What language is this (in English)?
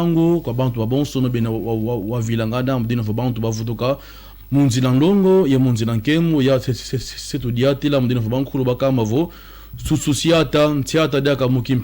Lingala